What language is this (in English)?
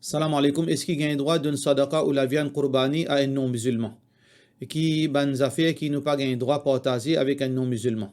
Morisyen